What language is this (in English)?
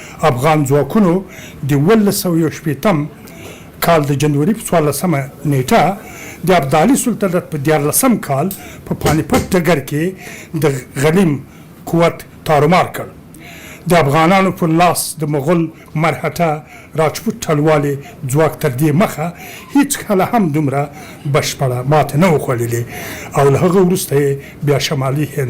Pashto